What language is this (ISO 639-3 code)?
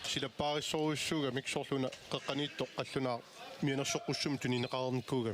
kal